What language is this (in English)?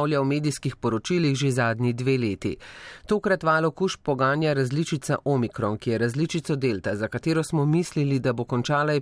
Slovenian